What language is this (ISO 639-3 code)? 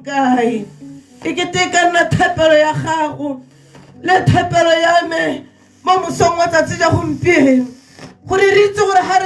tsn